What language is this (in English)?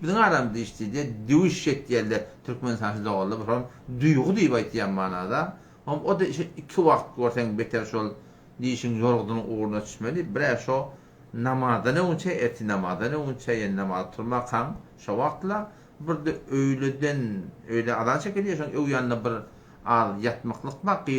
Turkmen